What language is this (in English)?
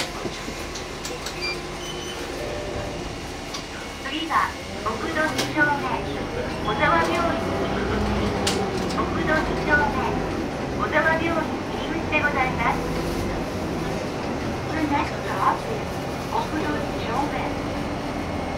Japanese